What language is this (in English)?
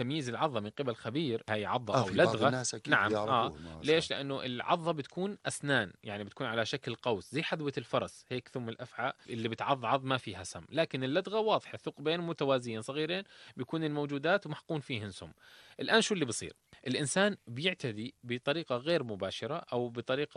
North Levantine Arabic